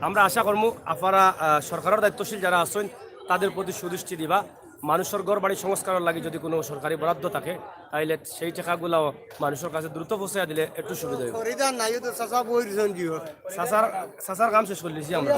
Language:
Sylheti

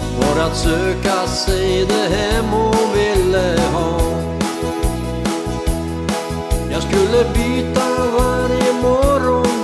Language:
Swedish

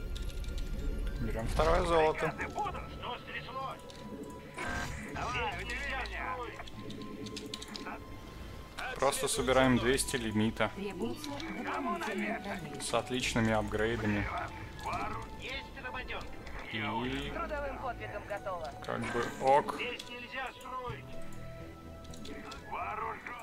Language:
Russian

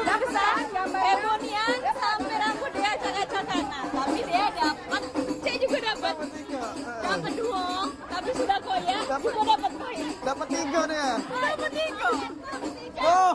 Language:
Musi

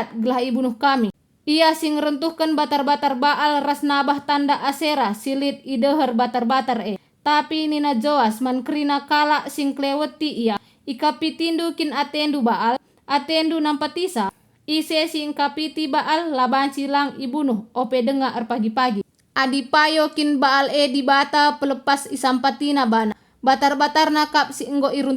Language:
Batak Karo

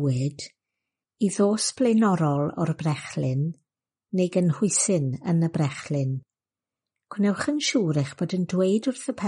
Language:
Welsh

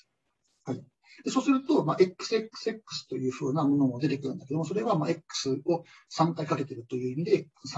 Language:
Japanese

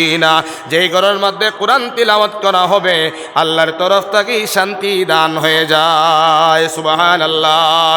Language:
Sylheti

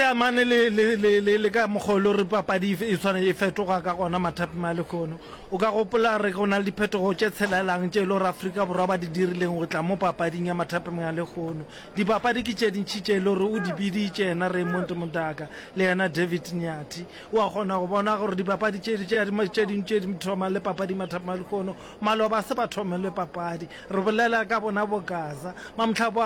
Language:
Northern Sotho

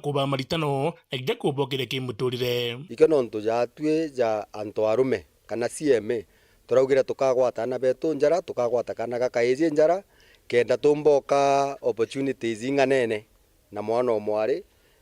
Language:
Meru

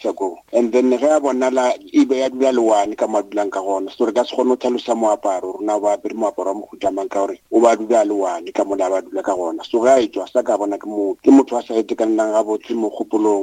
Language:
Northern Sotho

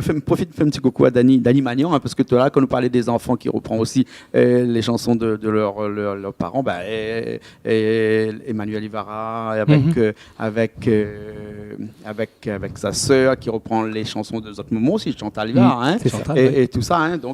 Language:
Réunion Creole French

